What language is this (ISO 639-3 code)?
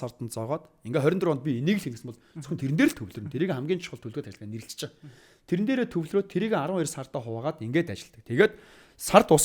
mon